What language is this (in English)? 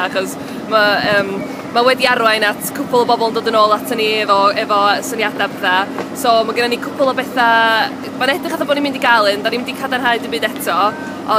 Welsh